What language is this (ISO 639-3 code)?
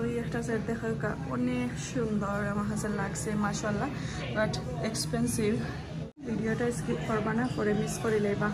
syl